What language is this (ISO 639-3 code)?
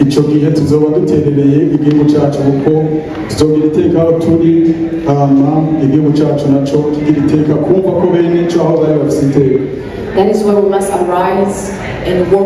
run